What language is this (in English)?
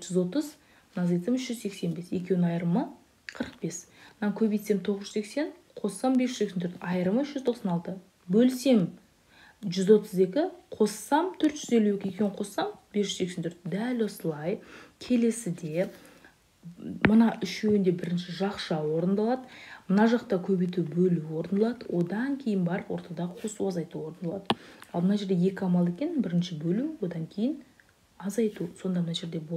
Kazakh